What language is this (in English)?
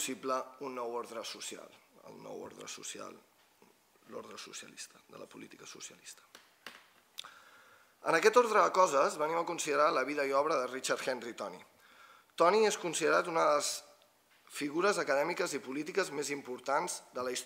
Catalan